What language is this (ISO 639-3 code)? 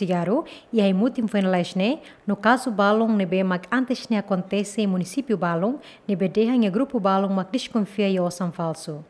tet